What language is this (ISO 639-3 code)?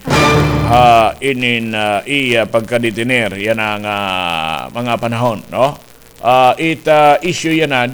war